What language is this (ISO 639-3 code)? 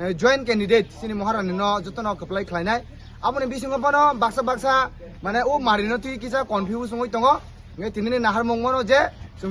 trp